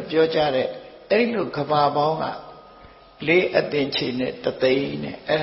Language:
Burmese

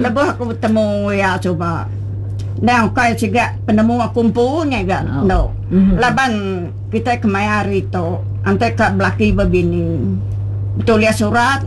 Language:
Iban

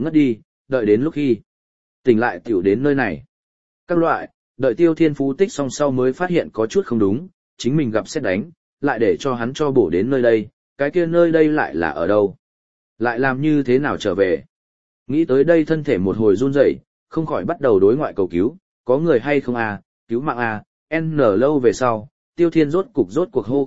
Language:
Vietnamese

